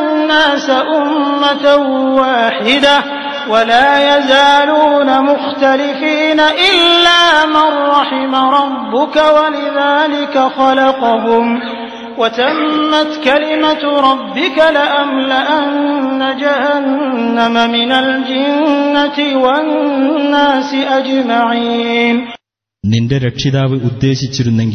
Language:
Malayalam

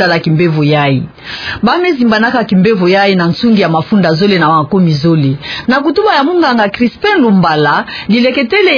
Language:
Kituba (Democratic Republic of Congo)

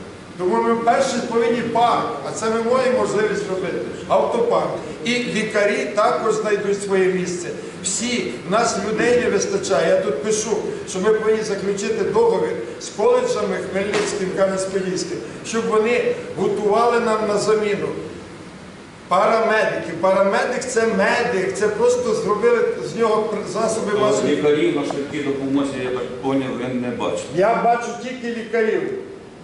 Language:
Ukrainian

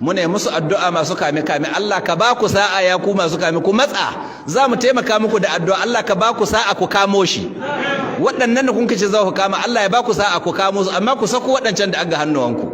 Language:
Hausa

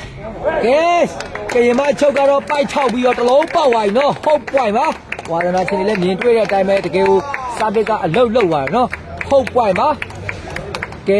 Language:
Burmese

